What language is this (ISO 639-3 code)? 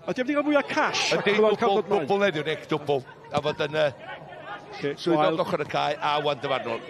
cym